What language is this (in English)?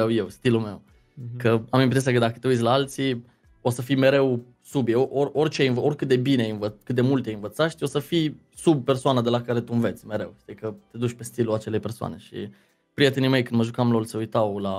Romanian